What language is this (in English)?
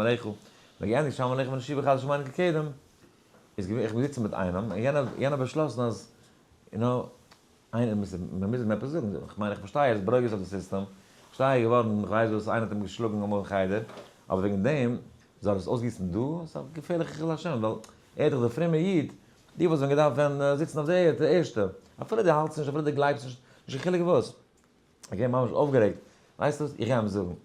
Yiddish